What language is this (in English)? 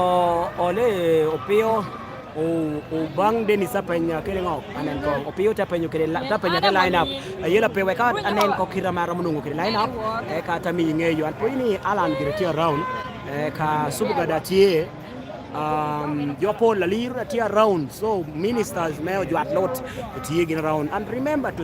Lango (Uganda)